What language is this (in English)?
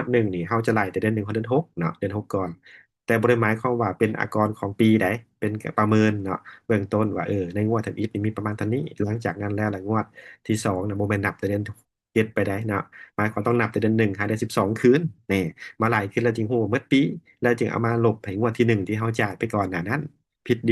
Lao